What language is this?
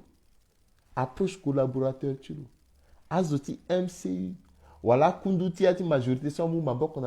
Sango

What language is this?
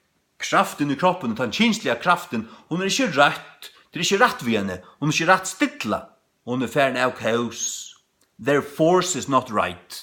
Faroese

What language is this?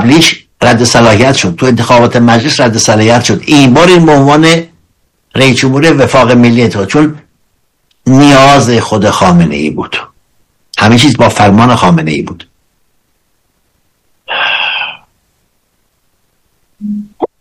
Persian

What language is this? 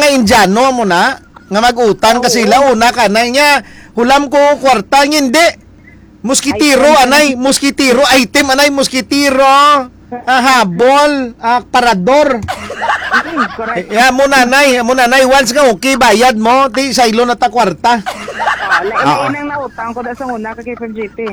Hiligaynon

